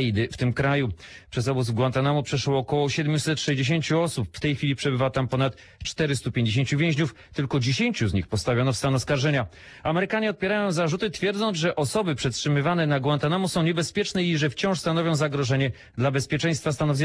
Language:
Polish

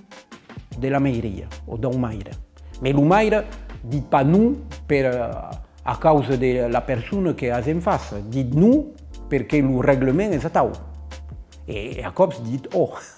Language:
Occitan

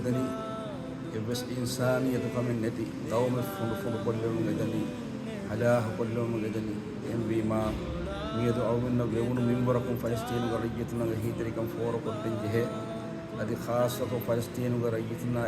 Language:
Divehi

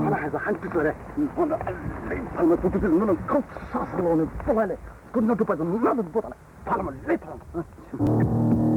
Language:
Poumei Naga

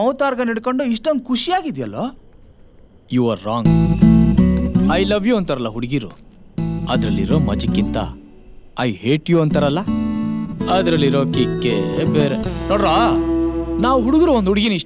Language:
Kannada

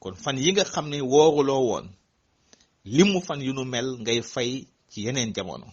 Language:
Wolof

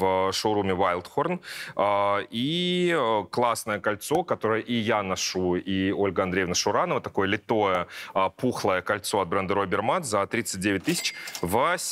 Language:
Russian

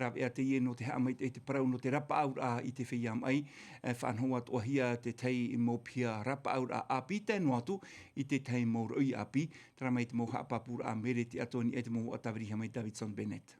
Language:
Tahitian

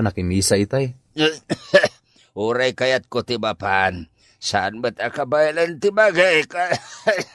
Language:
Iloko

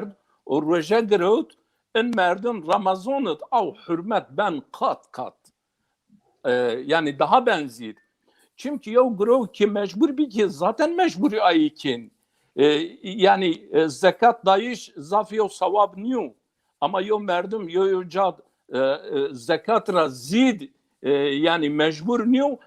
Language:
Zaza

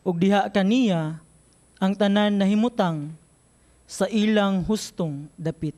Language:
Cebuano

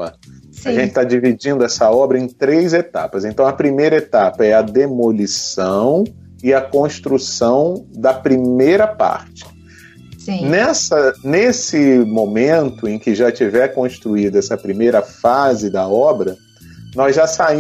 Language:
Portuguese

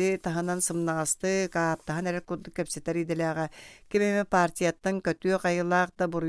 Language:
Yakut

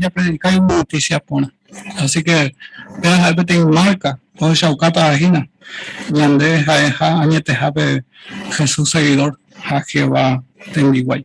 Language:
Guarani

